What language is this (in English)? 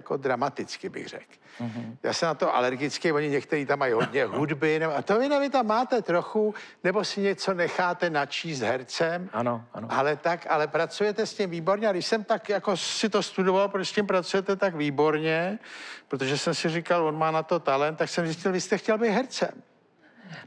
Czech